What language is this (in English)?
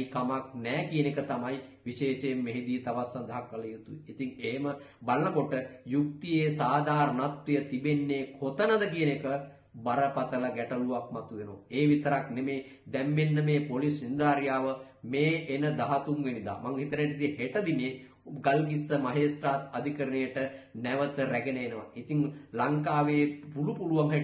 Sinhala